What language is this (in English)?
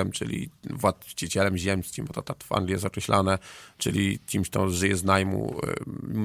Polish